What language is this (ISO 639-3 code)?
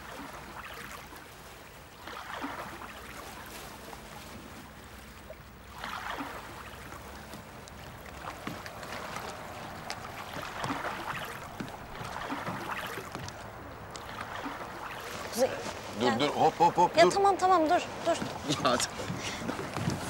tur